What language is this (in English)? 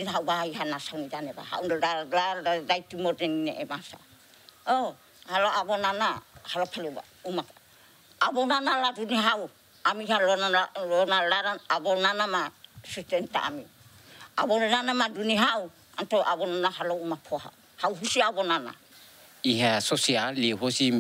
Tetum